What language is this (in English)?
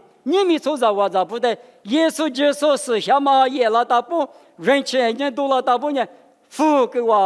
Lisu